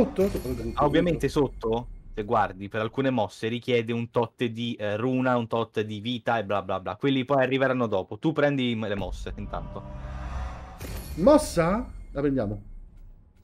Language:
Italian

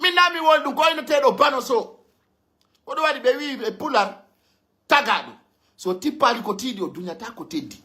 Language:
Pular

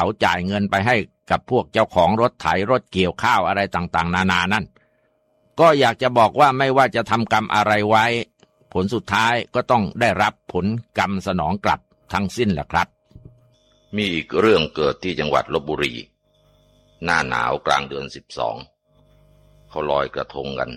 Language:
Thai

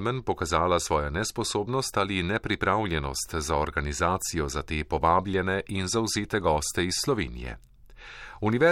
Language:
Slovenian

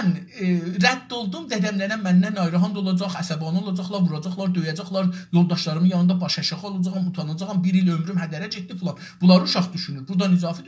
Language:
South Azerbaijani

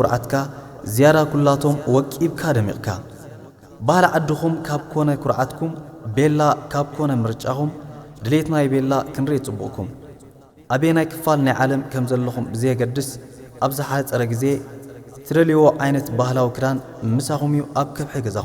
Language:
Tigrinya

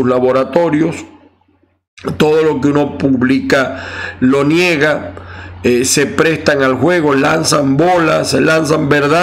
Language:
Spanish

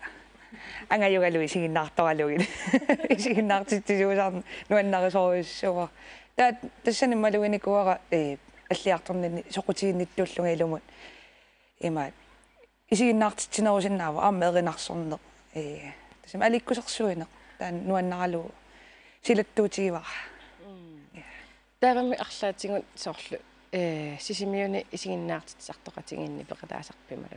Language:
Kalaallisut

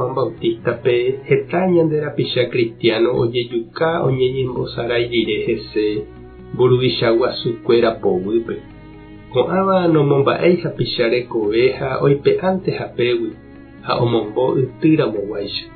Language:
Guarani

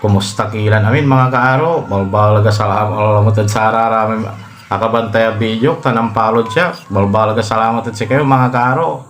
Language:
Pangasinan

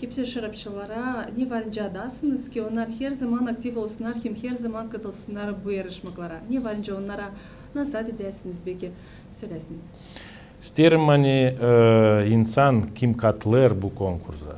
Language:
Gagauz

